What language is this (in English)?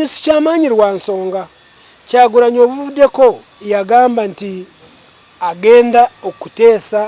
Ganda